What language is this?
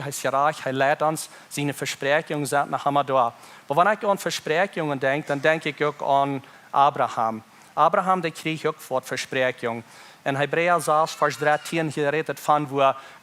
Plautdietsch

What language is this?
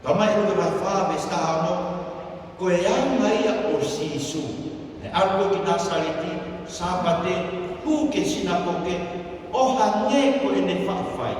Tongan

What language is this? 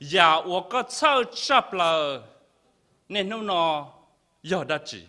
Hmong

